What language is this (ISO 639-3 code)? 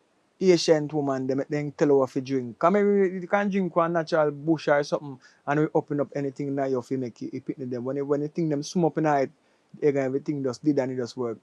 jam